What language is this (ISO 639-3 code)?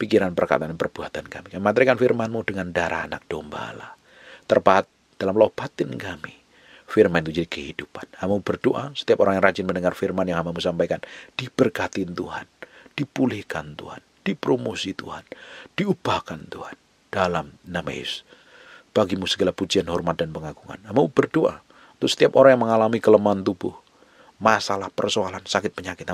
ind